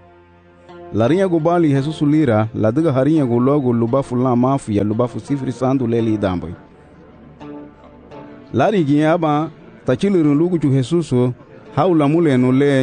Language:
Garifuna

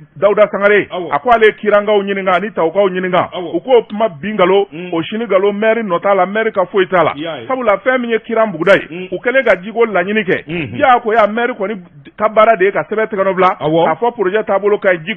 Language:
Bambara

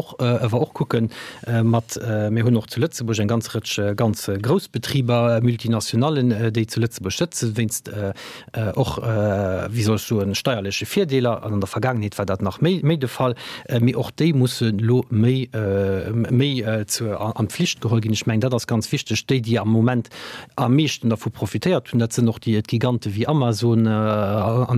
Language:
Luxembourgish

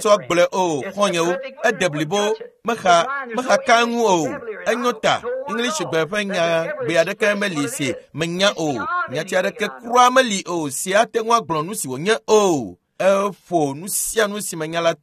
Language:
Ewe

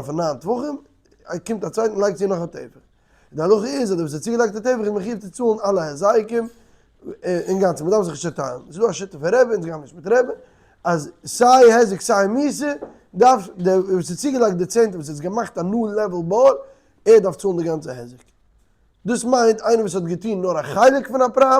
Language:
Yiddish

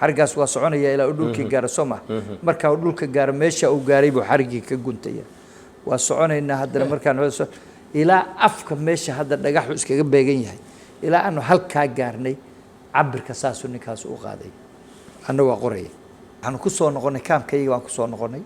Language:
Somali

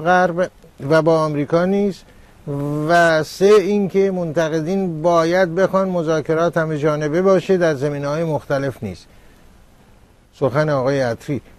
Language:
Persian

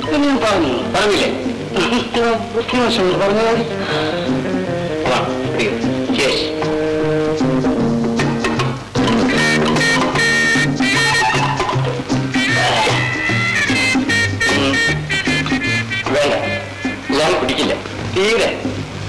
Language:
Malayalam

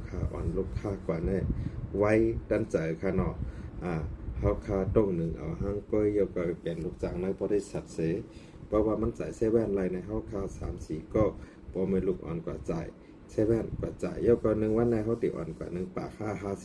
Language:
Shan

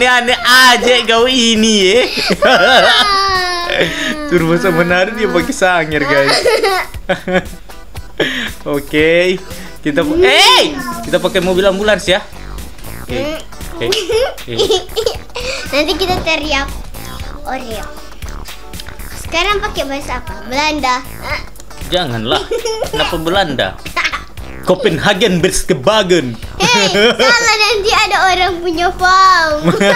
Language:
Indonesian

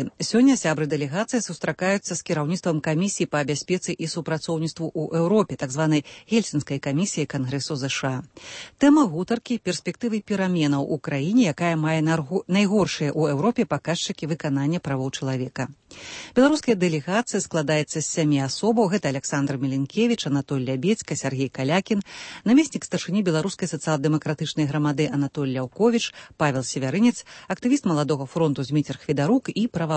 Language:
Belarusian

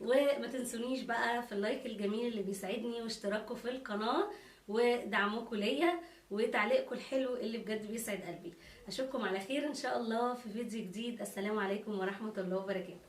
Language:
Egyptian Arabic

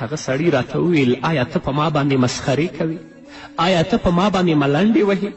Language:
Pashto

